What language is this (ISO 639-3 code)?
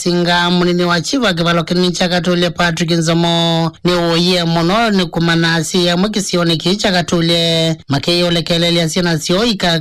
kam